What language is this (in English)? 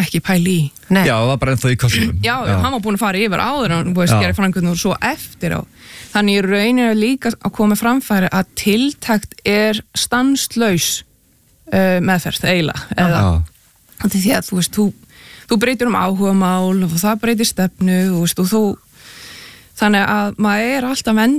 Icelandic